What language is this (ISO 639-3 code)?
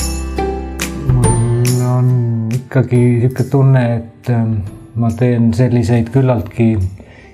est